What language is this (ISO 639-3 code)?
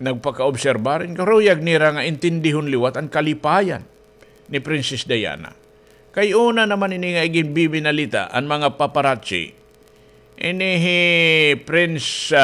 war